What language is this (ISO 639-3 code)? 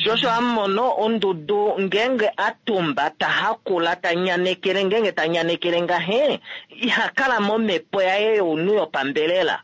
kua